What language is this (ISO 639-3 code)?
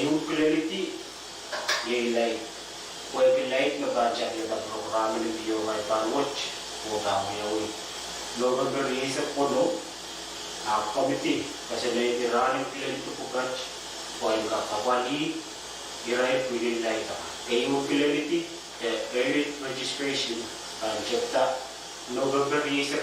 pon